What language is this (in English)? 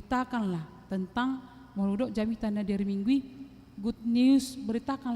Batak Toba